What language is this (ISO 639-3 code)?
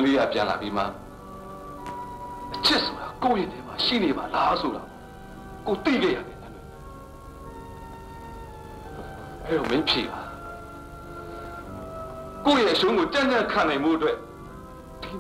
mya